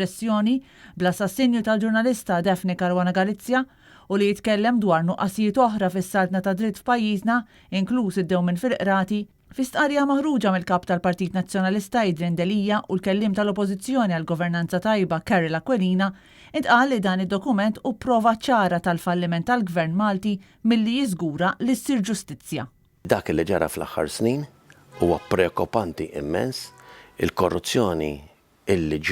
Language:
Maltese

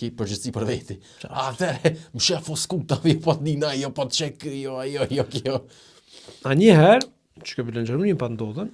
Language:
Albanian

